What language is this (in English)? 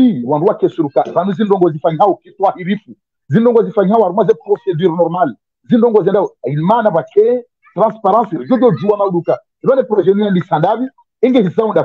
Swahili